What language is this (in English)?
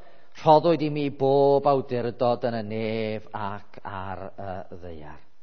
Welsh